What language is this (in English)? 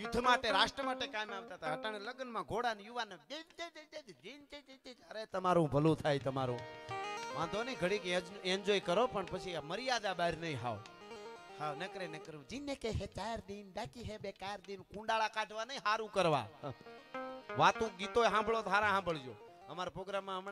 Gujarati